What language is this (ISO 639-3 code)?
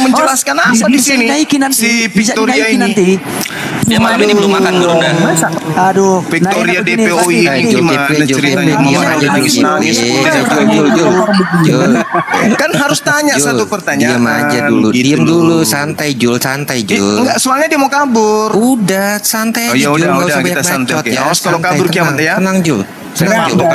ind